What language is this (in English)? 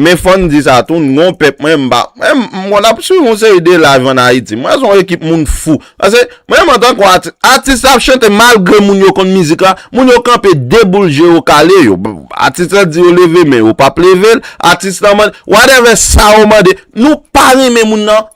Haitian Creole